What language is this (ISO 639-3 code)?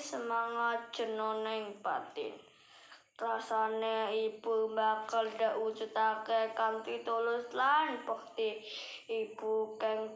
jav